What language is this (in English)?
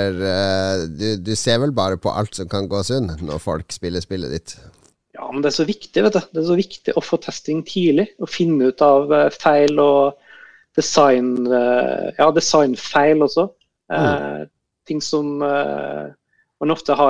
Norwegian